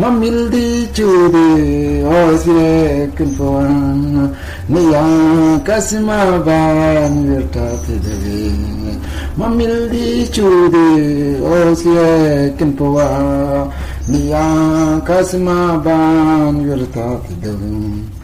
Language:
Mabaan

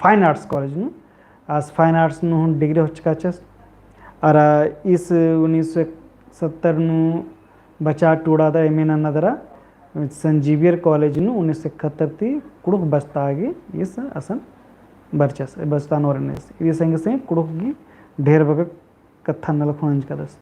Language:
Kurukh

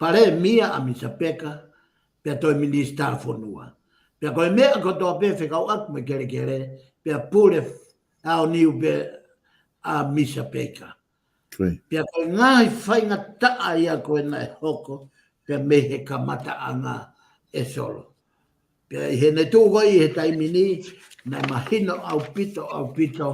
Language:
Tongan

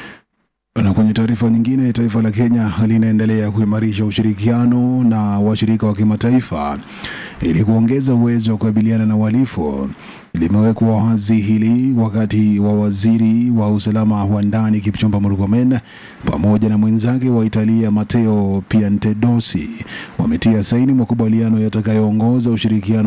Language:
Swahili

